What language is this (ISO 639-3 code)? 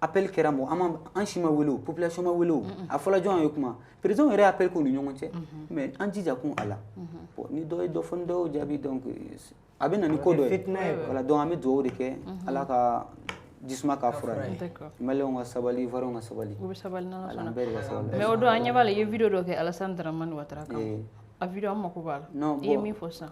bam